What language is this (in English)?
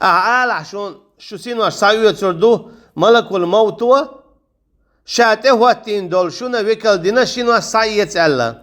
Chechen